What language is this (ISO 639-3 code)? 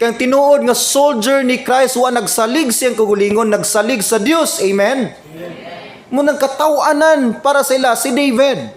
ceb